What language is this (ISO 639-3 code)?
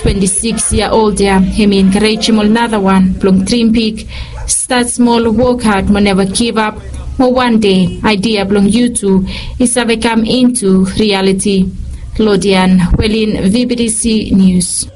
bis